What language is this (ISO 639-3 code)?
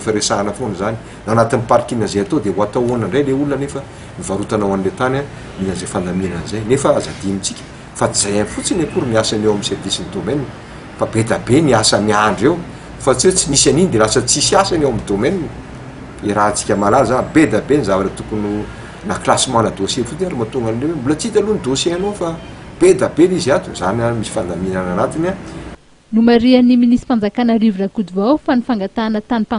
mlg